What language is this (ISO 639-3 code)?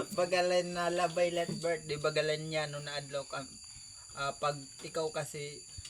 war